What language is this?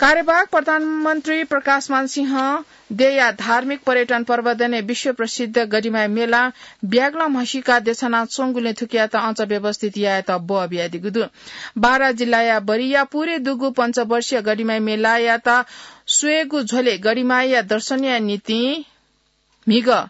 Newari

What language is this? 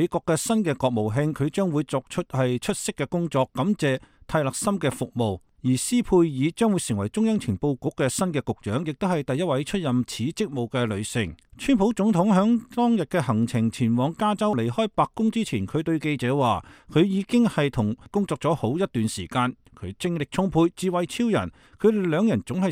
Cantonese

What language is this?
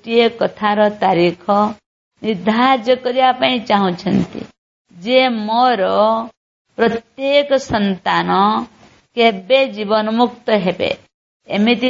Odia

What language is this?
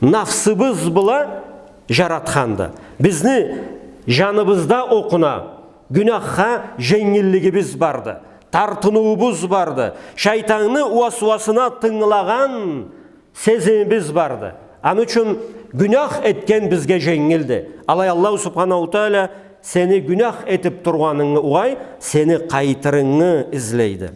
Karachay-Balkar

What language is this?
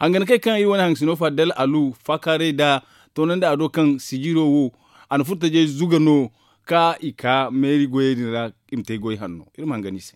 Zarma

